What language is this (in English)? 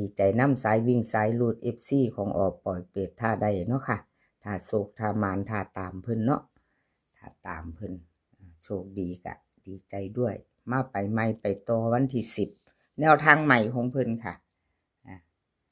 Northeastern Thai